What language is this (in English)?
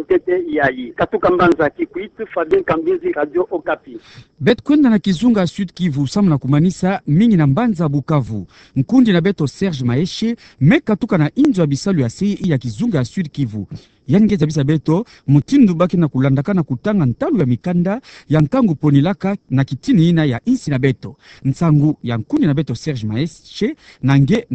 Kituba (Democratic Republic of Congo)